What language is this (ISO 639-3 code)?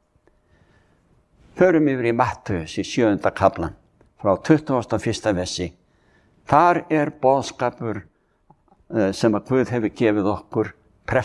isl